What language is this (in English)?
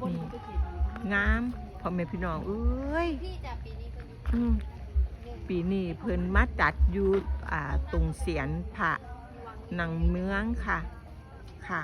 Northeastern Thai